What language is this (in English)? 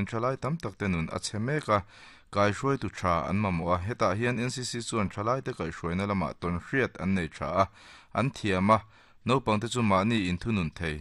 Mizo